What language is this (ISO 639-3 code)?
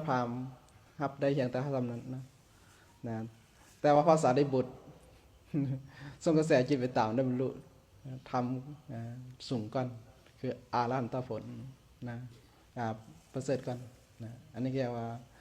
lao